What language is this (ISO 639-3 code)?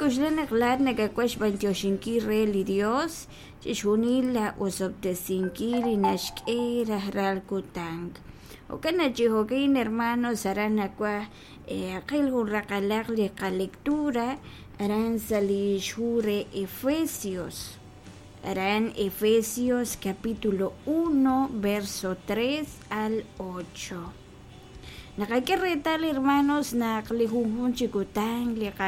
kek